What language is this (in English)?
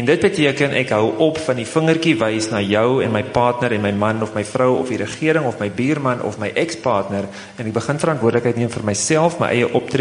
Afrikaans